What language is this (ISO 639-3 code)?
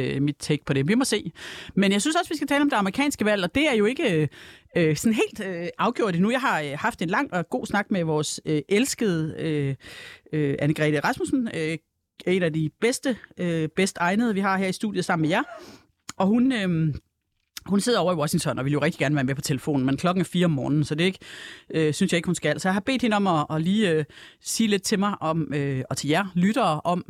dan